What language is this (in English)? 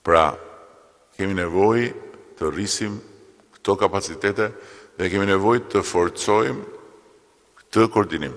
Albanian